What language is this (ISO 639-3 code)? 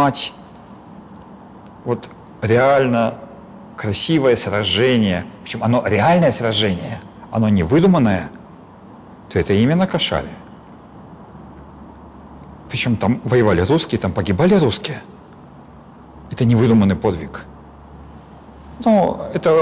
rus